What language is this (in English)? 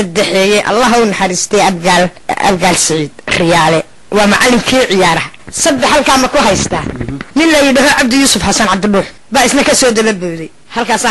Somali